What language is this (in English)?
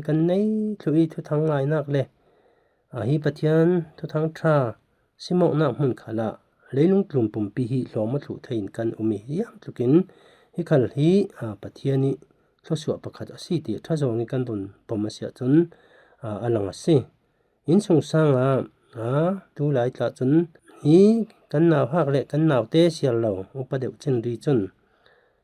Falam Chin